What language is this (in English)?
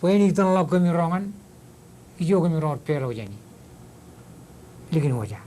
Marshallese